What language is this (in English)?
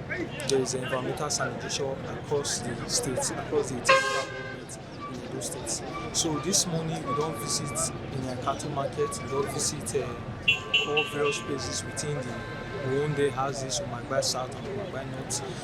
Nigerian Pidgin